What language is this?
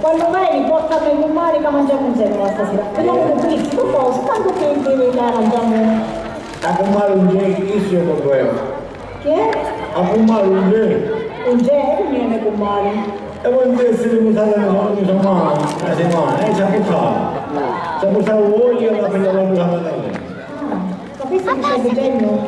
Sicilian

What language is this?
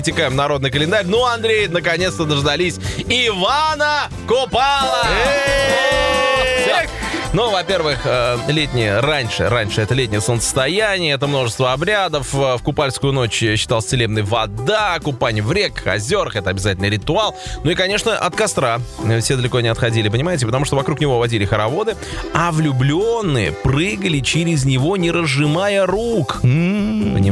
Russian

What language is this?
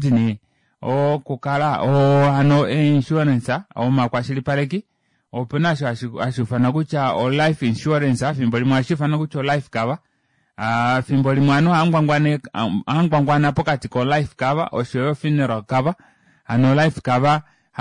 Kuanyama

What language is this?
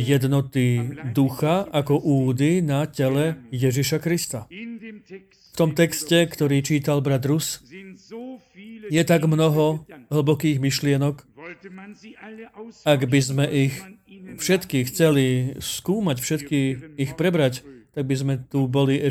Slovak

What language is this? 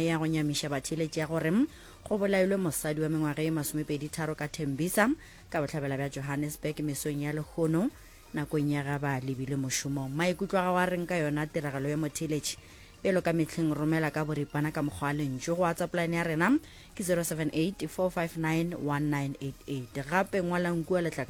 Northern Sotho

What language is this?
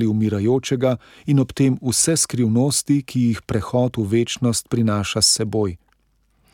Slovenian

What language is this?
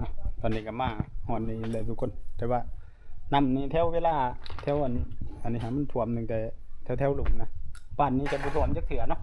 Northeastern Thai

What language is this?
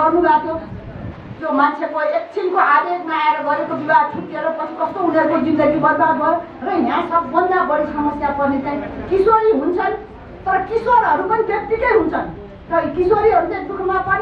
Nepali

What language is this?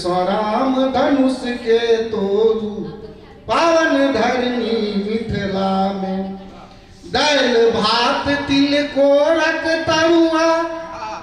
Maithili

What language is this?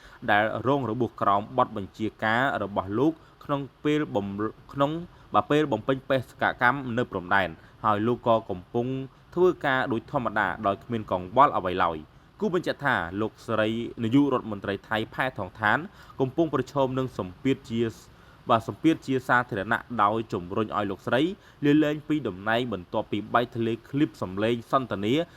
Khmer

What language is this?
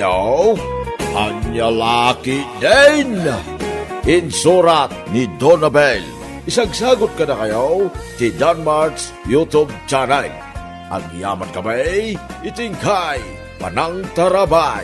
Iloko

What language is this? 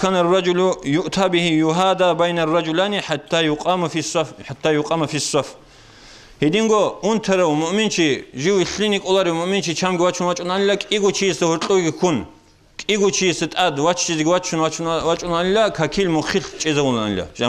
Avaric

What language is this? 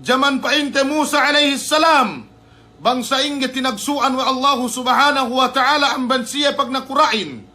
Yakan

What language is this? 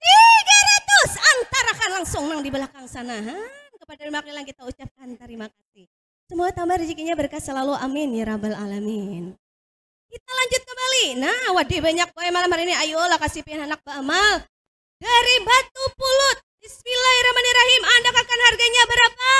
Banjar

